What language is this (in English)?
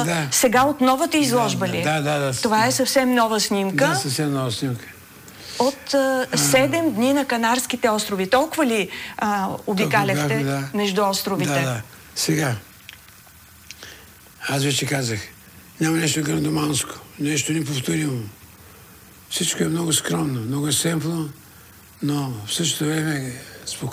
Bulgarian